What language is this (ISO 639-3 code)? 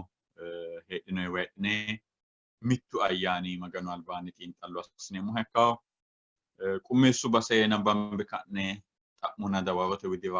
sid